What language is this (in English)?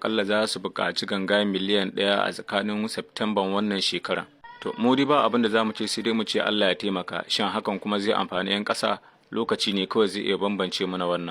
Hausa